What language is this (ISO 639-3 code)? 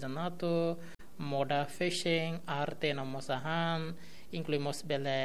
tet